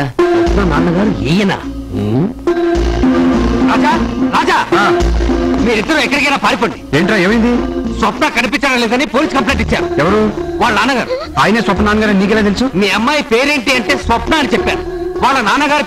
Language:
Telugu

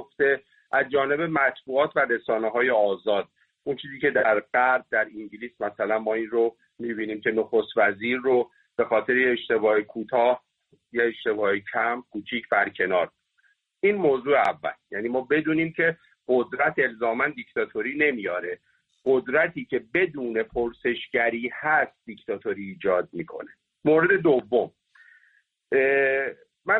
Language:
Persian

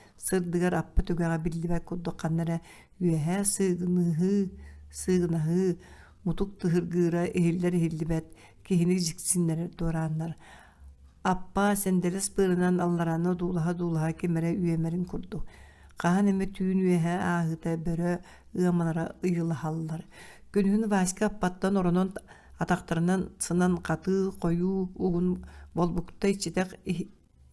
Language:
Yakut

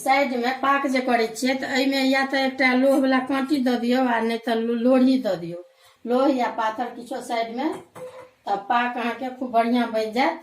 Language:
Maithili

